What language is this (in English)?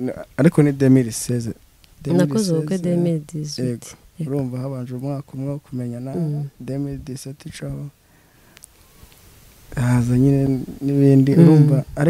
Kinyarwanda